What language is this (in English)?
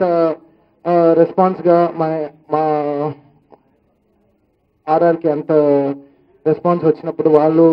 Telugu